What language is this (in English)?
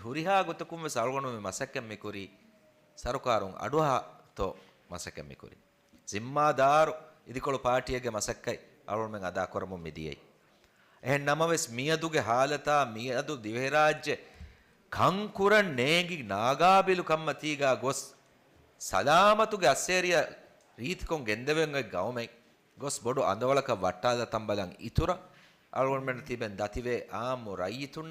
Divehi